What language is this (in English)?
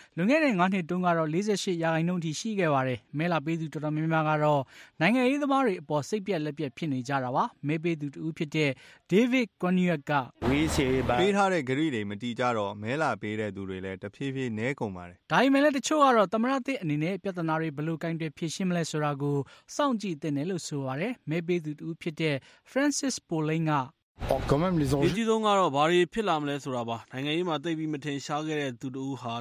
Burmese